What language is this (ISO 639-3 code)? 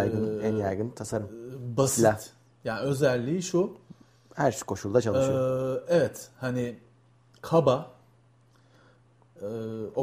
tur